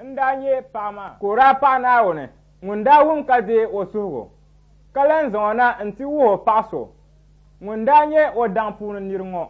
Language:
Dagbani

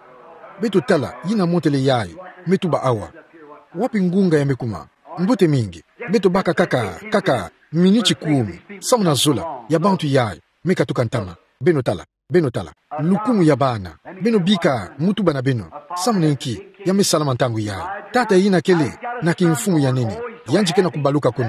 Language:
Kituba (Democratic Republic of Congo)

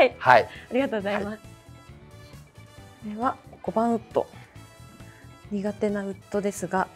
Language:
Japanese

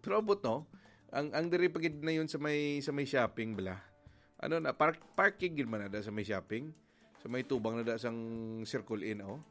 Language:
Hiligaynon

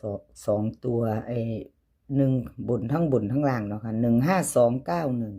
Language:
Northeastern Thai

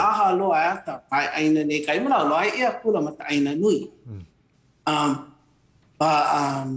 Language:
Hawaiian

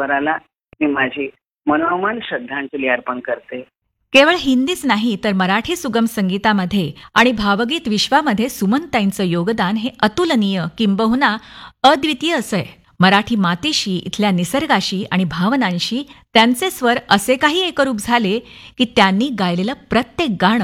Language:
Marathi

